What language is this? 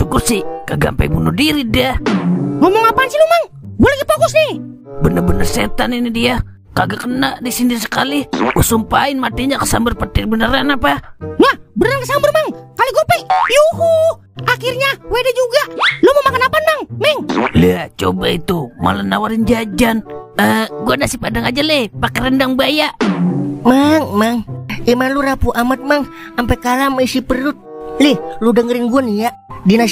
Betawi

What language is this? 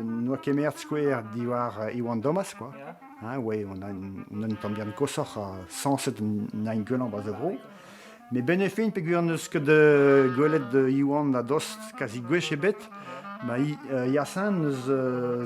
Breton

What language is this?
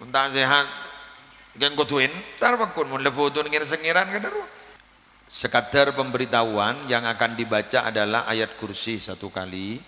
Madurese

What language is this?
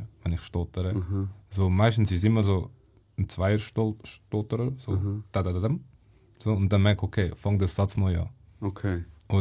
Swiss German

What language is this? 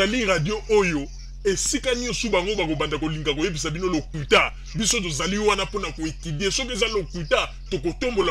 Lingala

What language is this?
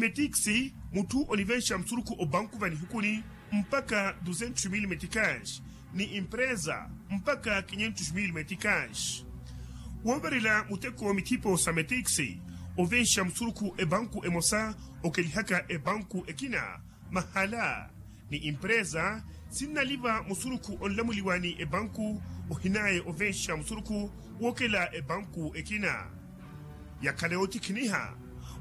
Makhuwa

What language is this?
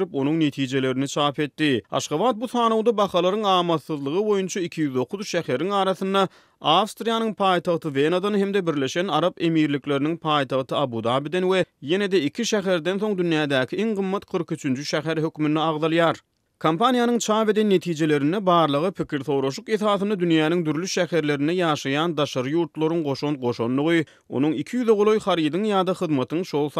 Turkmen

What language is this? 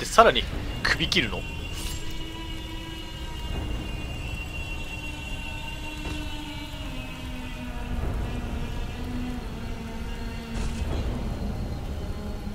Japanese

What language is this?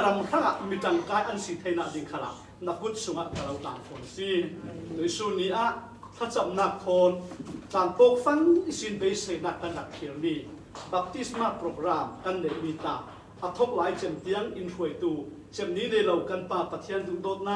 Falam Chin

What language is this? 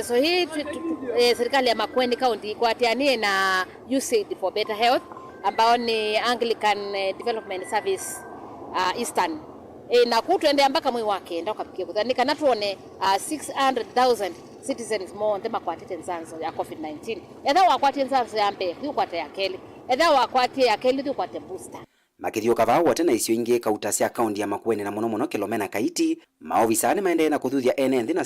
Kamba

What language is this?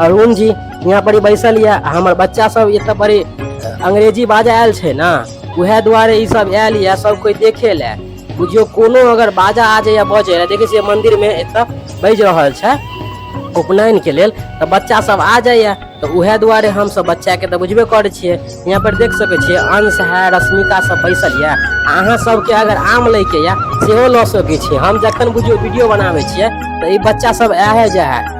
Maithili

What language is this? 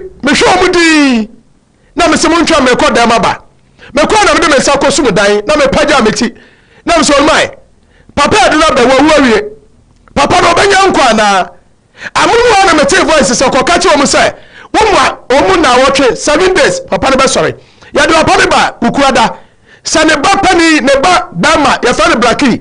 Akan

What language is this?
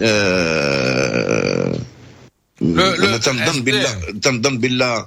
Moroccan Arabic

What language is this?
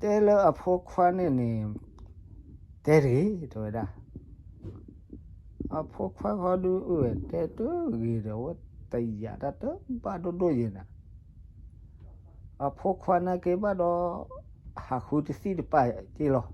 S'gaw Karen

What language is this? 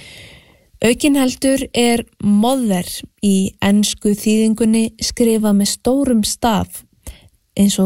Icelandic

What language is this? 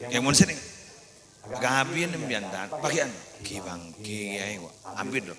Madurese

